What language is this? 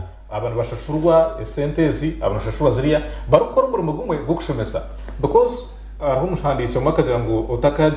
Nyankole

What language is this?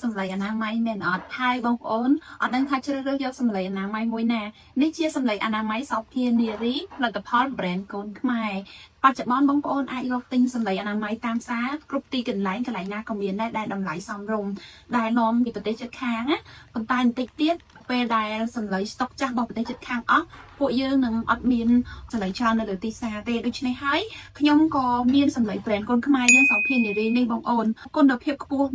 Khmer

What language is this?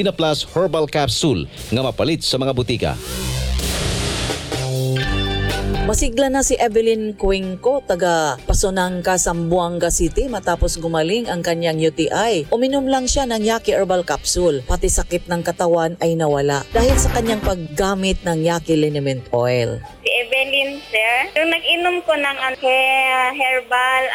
Filipino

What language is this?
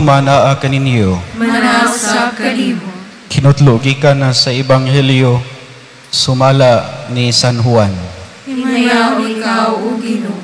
Cebuano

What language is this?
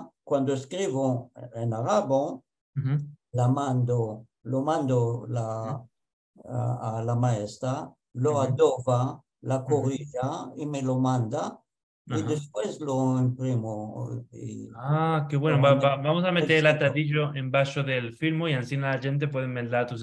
Ladino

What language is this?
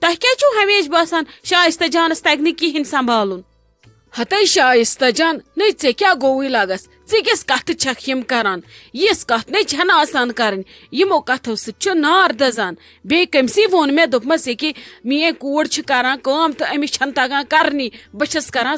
Kashmiri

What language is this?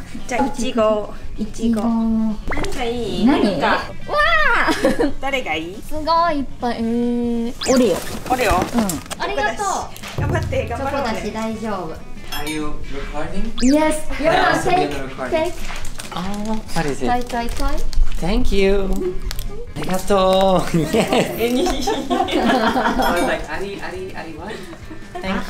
Japanese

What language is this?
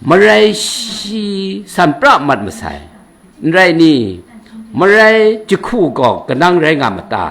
Kachin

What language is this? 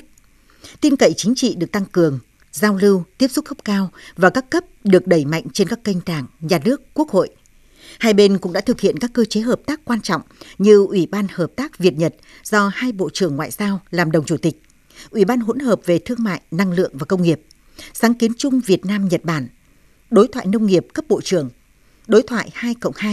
Vietnamese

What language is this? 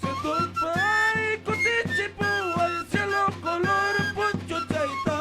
Ayacucho Quechua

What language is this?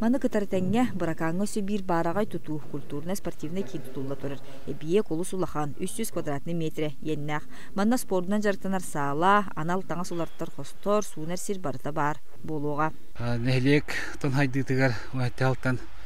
Yakut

